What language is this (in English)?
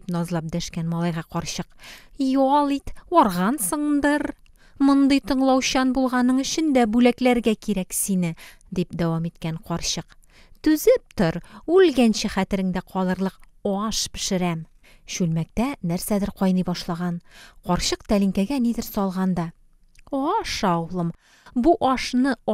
Tatar